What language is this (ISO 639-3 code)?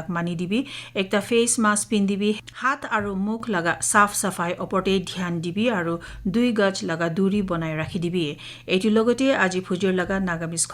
nag